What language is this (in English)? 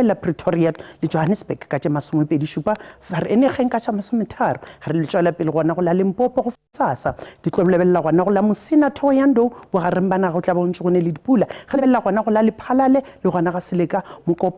Northern Sotho